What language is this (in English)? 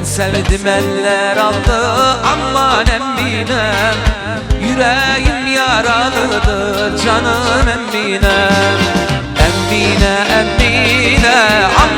Turkmen